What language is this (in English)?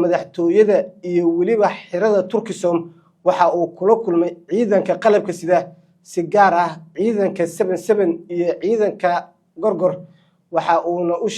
Somali